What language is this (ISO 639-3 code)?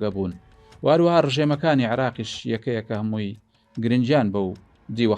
ckb